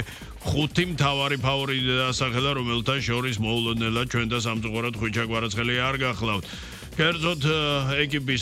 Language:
Georgian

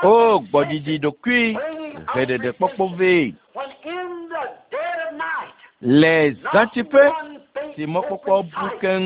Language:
Ewe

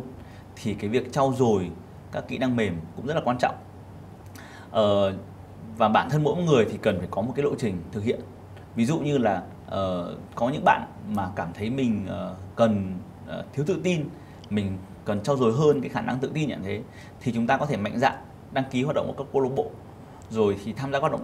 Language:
Vietnamese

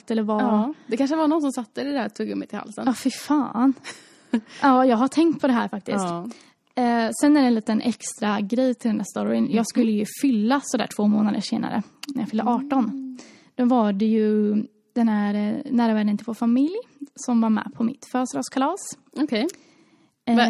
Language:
Swedish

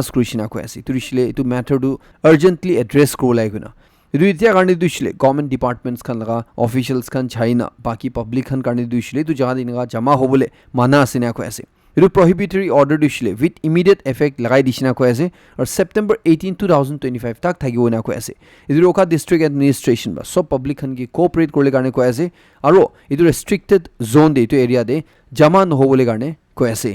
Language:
Naga Pidgin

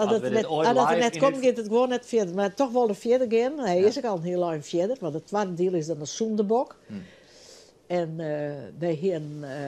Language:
Western Frisian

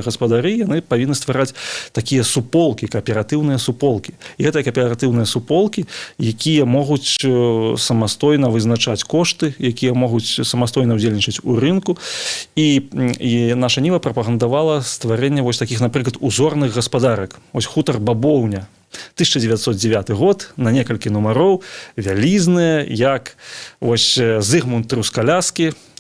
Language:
Belarusian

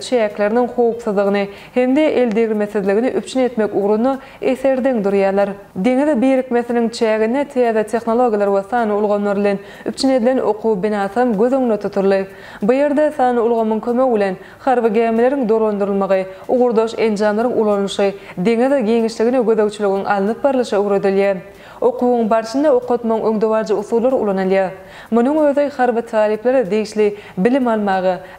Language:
Turkmen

